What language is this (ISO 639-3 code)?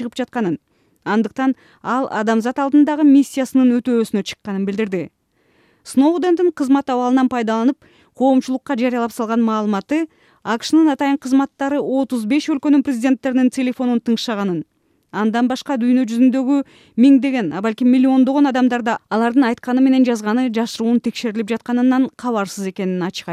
kir